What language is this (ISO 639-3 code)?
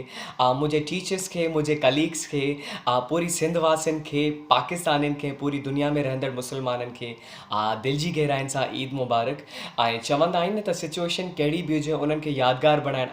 snd